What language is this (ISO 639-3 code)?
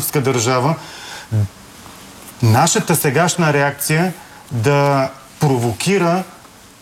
bul